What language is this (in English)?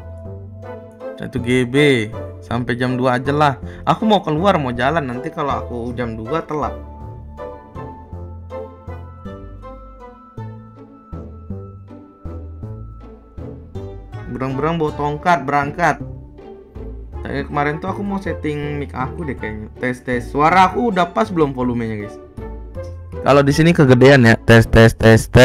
Indonesian